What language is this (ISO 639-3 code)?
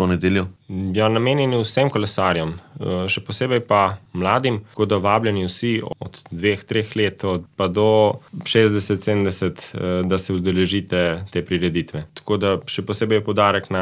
slv